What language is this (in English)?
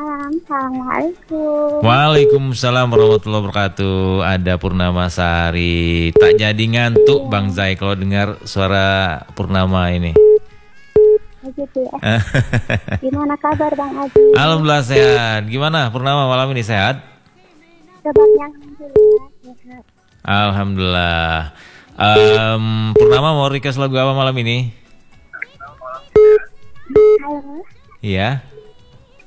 Indonesian